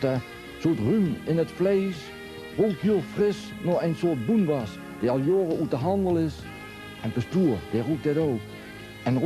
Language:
Limburgish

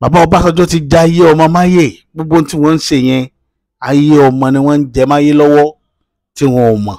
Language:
Yoruba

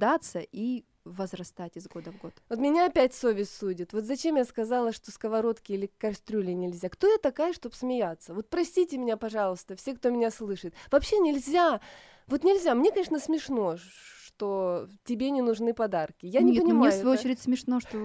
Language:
Russian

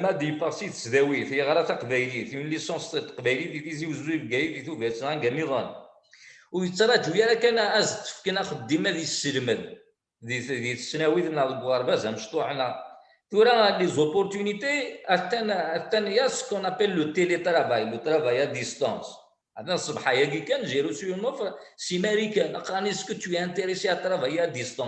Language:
Kabyle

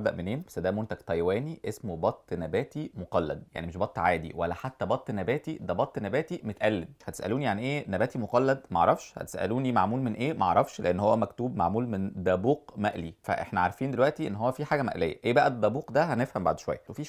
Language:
Egyptian Arabic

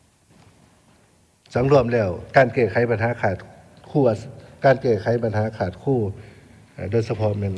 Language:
Lao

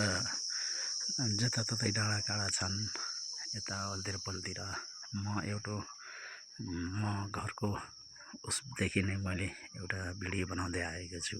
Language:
Nepali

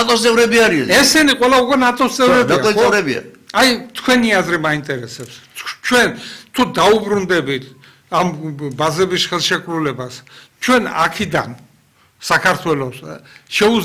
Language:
Georgian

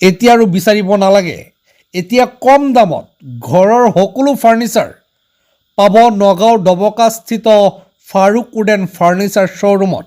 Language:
Assamese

